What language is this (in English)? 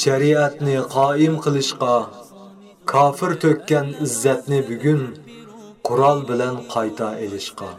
Uyghur